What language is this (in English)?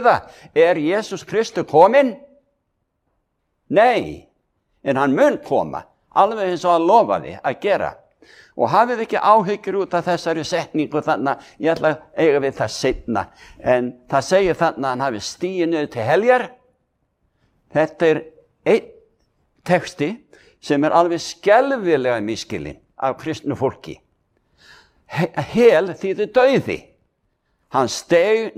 Icelandic